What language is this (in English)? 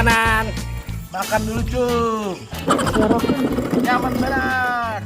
Banjar